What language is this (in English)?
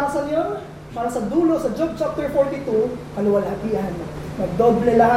Filipino